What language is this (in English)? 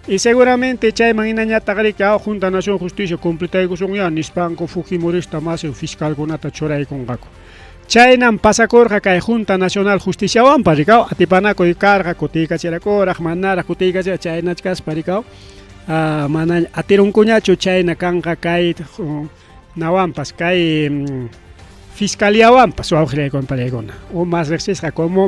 Ayacucho Quechua